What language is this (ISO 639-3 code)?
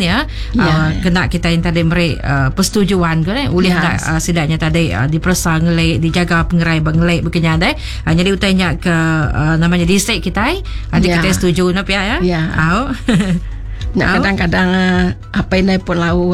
iba